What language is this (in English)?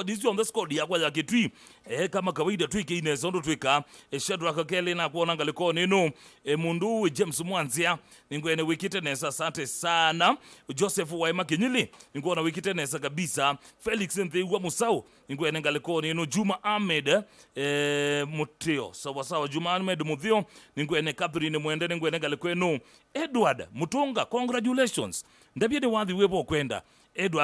Kamba